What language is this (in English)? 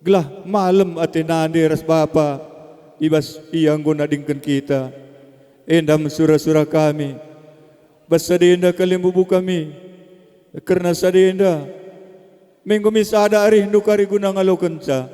Batak Karo